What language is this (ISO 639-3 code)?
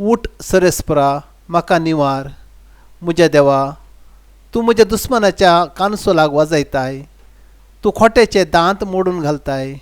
kok